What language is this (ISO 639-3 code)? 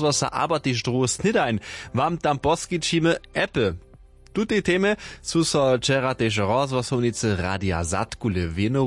hsb